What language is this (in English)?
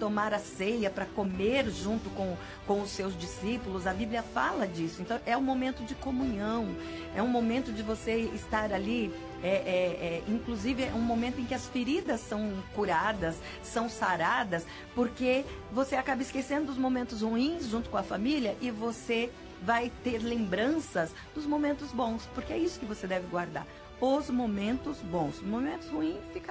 Portuguese